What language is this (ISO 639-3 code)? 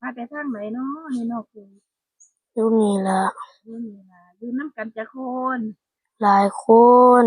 tts